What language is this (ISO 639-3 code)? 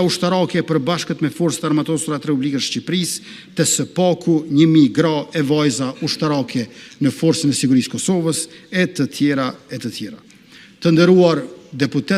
sqi